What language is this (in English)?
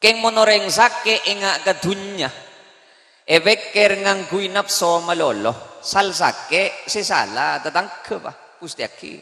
Madurese